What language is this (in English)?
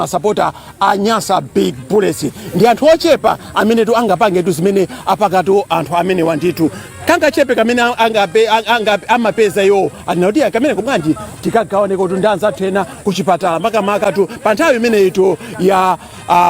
Nyanja